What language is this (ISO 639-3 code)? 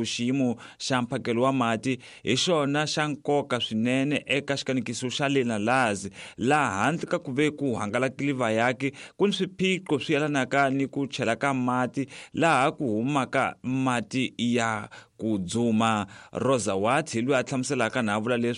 tso